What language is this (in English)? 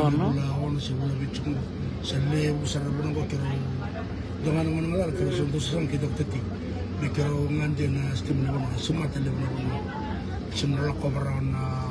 Fijian